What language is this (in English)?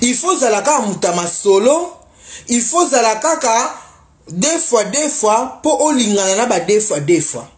Lingala